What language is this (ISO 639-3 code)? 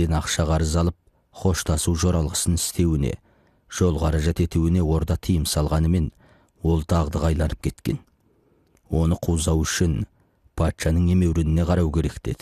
kaz